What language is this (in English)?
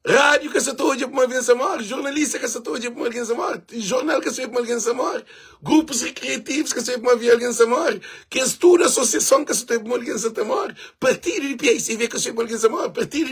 Kabuverdianu